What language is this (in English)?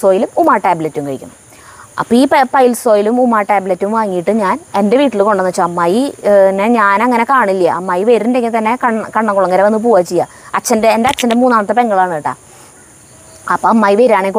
Malayalam